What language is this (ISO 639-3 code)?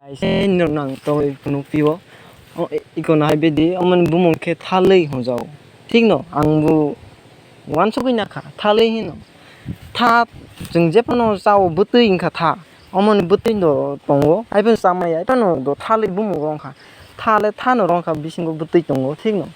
trp